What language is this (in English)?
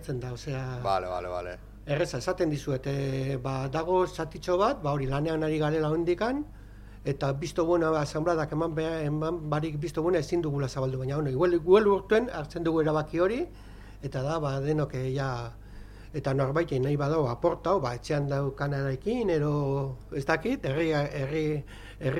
Basque